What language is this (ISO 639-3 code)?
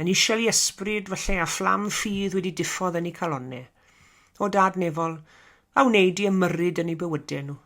cym